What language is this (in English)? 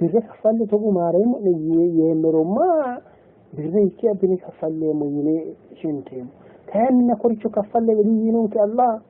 Sidamo